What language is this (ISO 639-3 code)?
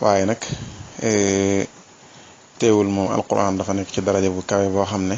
wol